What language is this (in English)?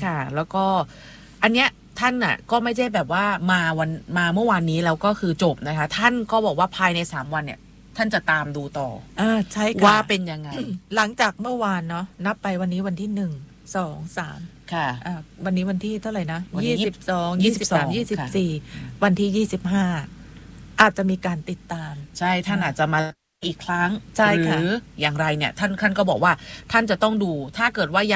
Thai